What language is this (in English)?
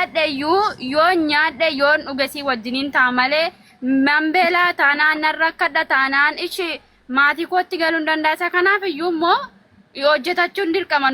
Oromo